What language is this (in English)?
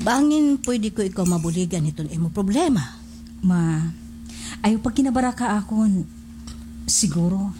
Waray